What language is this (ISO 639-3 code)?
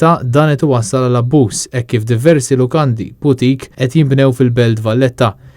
mlt